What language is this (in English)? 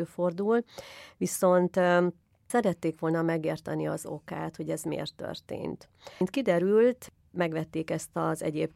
Hungarian